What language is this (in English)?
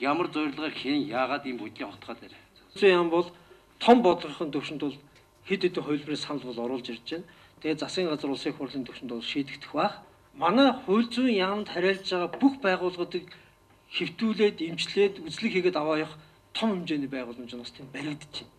Mongolian